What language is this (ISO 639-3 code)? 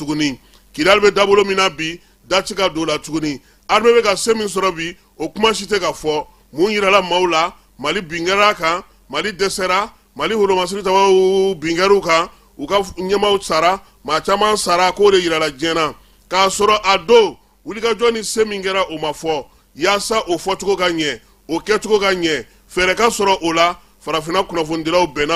bam